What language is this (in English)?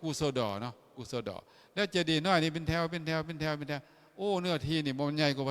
Lao